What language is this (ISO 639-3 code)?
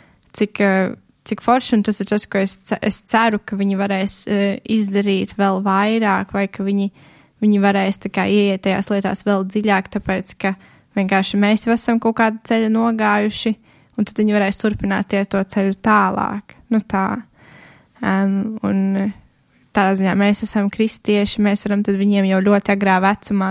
lav